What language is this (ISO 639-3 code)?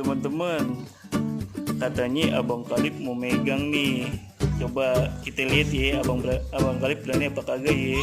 bew